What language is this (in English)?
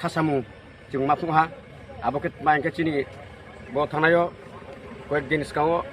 Kok Borok